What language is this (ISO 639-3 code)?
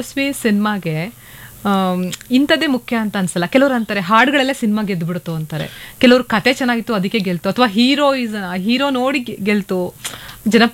kan